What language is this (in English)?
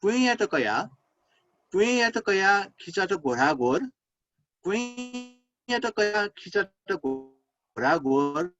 Newari